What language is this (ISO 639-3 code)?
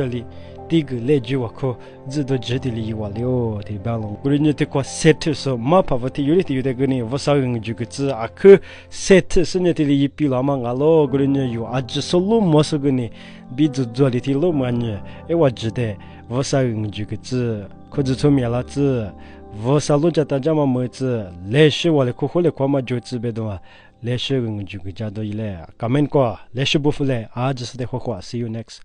lis